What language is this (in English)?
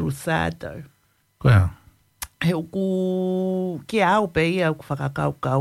Tongan